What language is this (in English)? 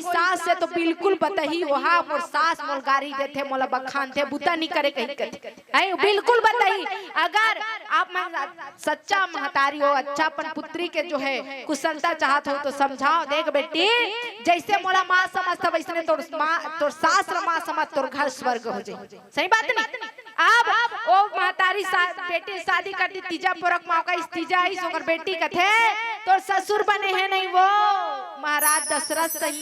Chhattisgarhi